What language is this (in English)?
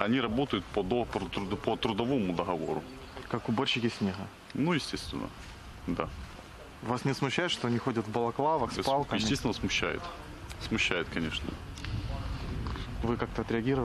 Russian